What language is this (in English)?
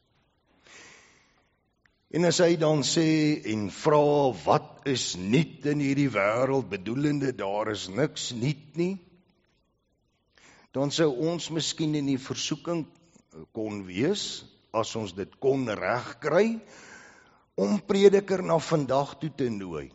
Afrikaans